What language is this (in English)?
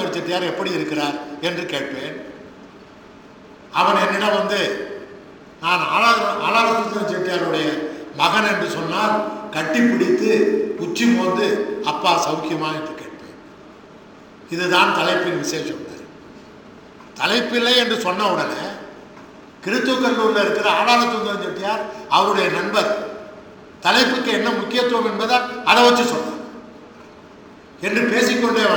Tamil